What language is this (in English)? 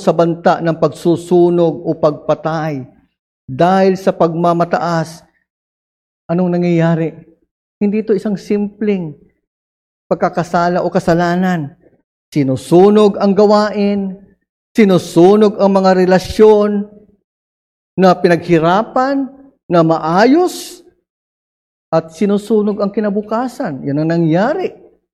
Filipino